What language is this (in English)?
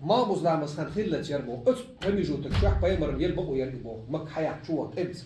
Chechen